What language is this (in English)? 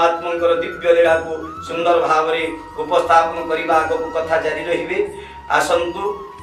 Odia